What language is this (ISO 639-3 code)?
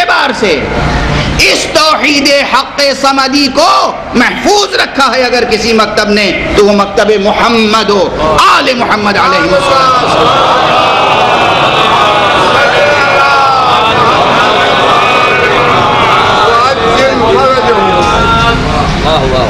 urd